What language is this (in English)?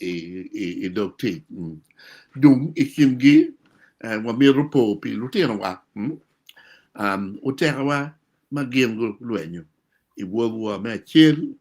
Acoli